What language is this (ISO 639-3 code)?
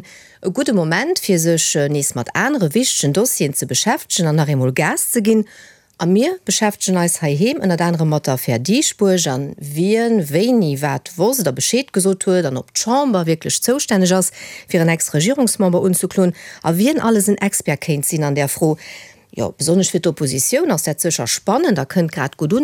ltz